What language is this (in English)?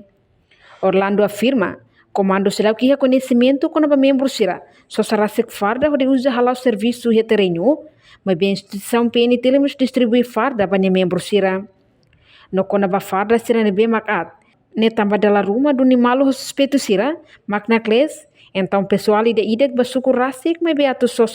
Tetum